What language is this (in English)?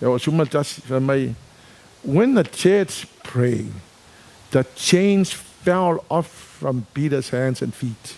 Samoan